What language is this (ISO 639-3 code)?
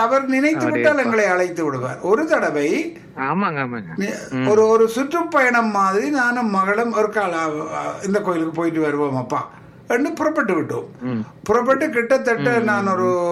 tam